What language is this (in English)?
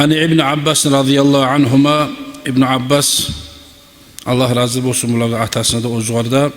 Kumyk